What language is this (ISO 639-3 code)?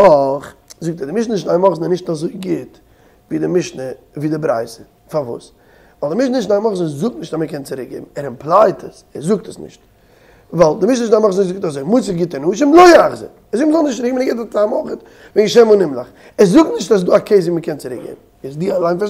yid